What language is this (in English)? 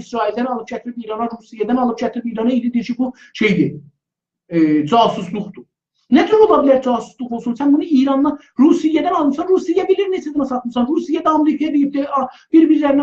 South Azerbaijani